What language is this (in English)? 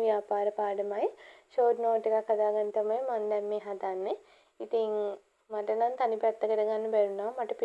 Sinhala